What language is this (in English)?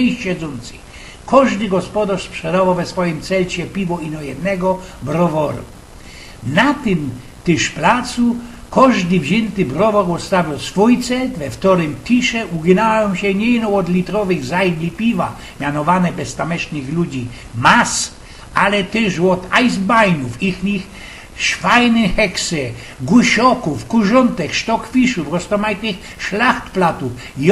Silesian